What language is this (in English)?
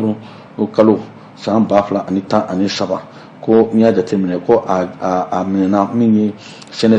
Bambara